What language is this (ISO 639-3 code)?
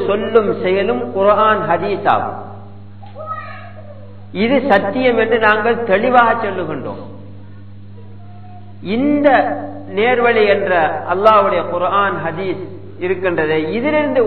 tam